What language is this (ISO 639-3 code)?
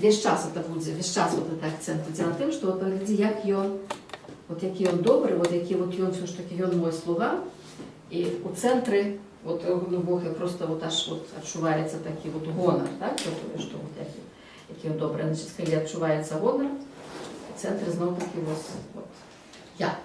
bel